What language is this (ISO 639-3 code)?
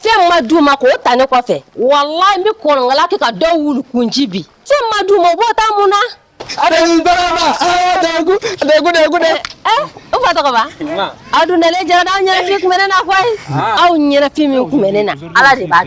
bam